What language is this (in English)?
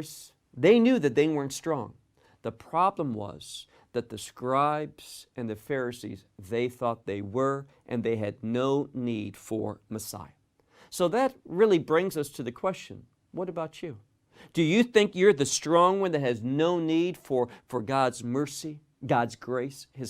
English